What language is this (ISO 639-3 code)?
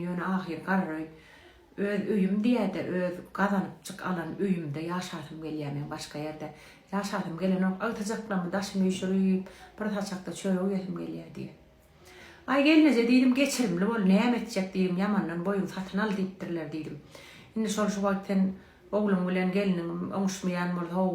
tuk